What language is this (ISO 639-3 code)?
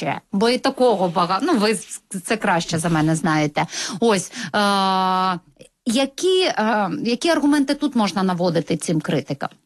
ukr